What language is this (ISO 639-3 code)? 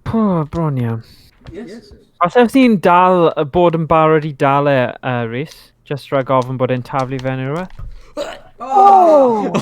cym